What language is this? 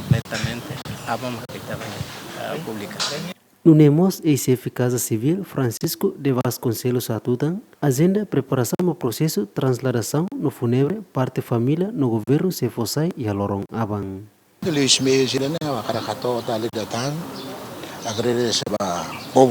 Tetum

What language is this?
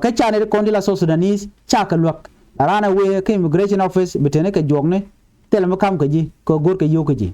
Nuer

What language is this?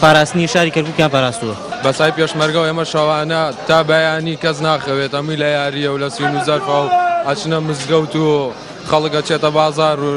Central Kurdish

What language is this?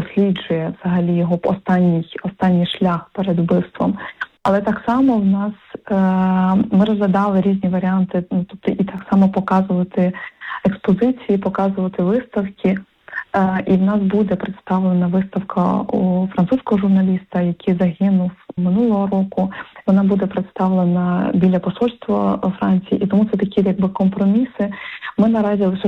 Ukrainian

